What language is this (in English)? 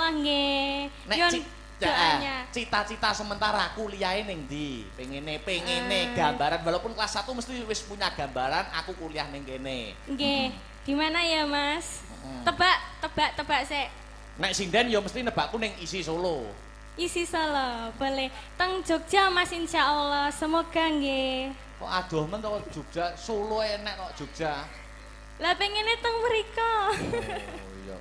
Javanese